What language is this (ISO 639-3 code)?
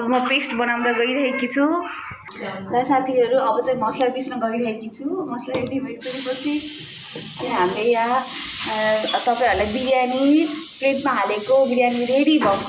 nep